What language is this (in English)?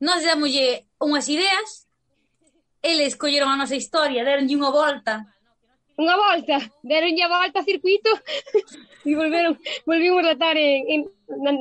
Galician